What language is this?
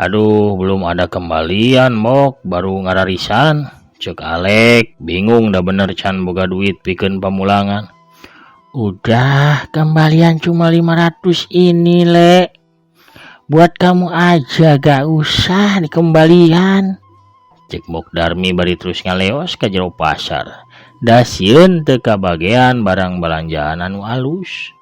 Sundanese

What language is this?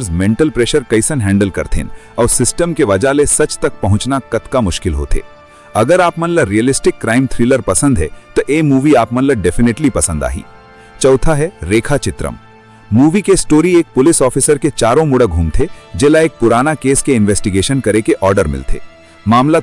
Chhattisgarhi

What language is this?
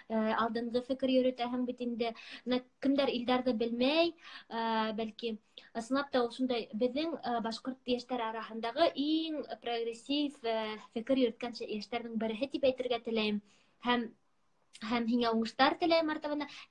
Bashkir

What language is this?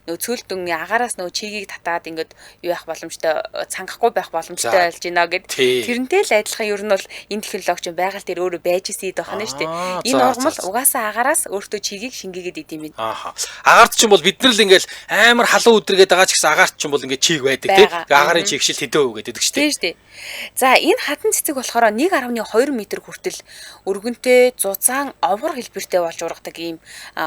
Mongolian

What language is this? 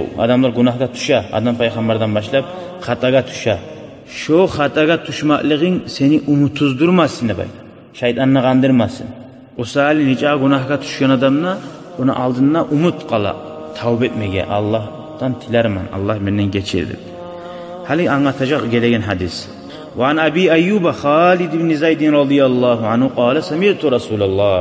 Kumyk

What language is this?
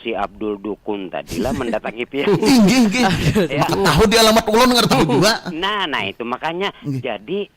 Banjar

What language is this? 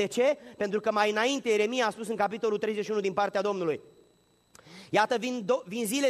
Romanian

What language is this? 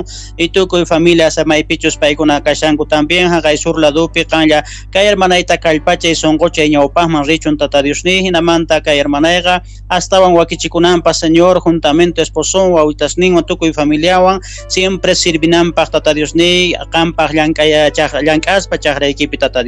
South Bolivian Quechua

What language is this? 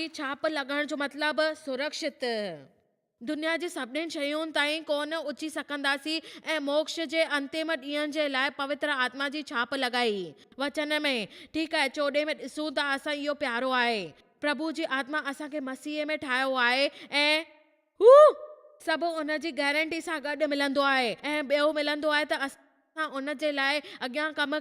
Sindhi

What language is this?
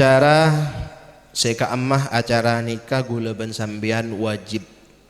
Madurese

